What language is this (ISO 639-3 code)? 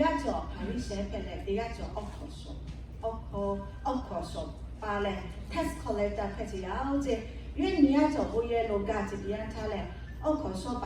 lhu